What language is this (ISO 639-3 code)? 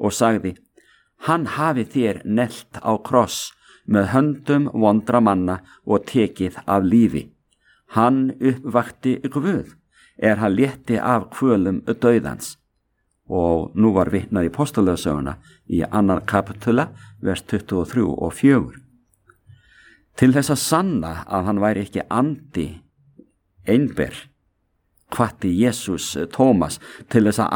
isl